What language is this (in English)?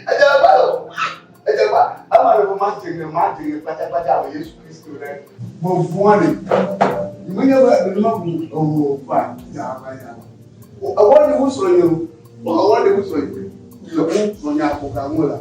Ewe